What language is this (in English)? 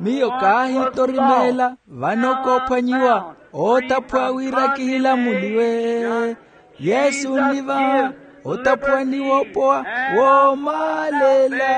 Makhuwa